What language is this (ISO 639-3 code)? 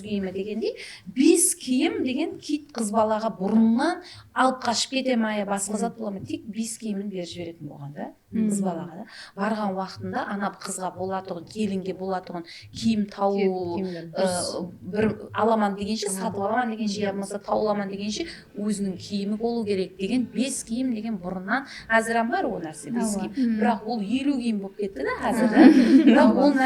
kaa